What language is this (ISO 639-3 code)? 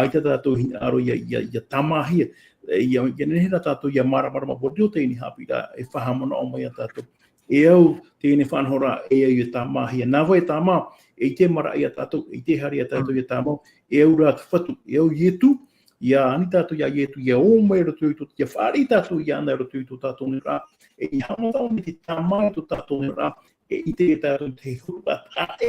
tah